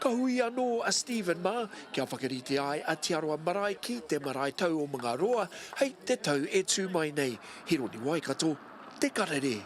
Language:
Māori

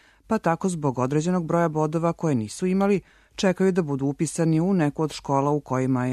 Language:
Serbian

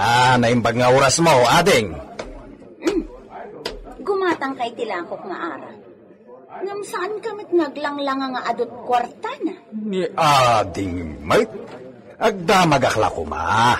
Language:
Iloko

